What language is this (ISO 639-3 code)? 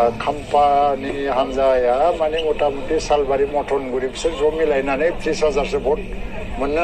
brx